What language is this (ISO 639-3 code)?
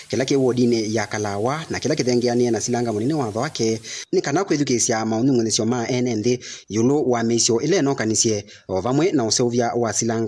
kam